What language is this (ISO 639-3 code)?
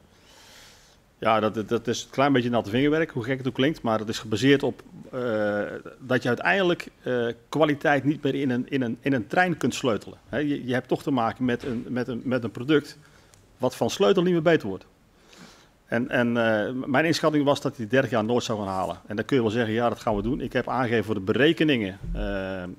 nld